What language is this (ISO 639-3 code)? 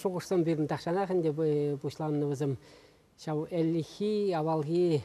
chv